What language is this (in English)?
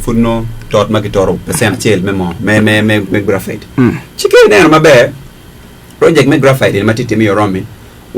Acoli